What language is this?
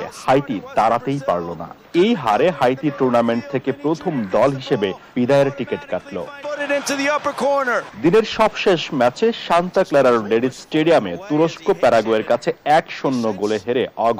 Bangla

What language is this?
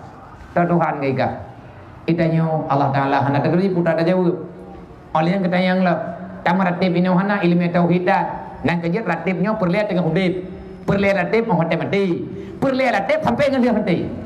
Achinese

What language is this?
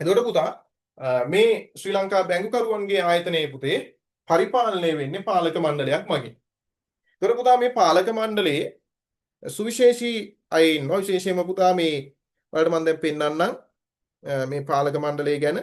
Sinhala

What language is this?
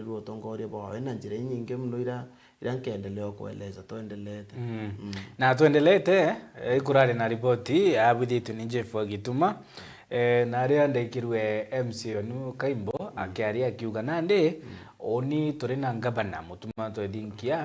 Meru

